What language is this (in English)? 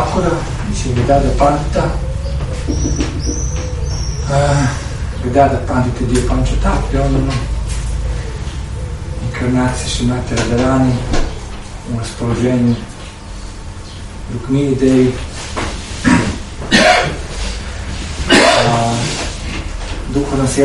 Croatian